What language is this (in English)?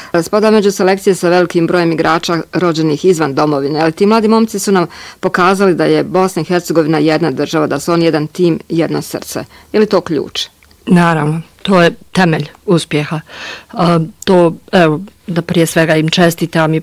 Bosnian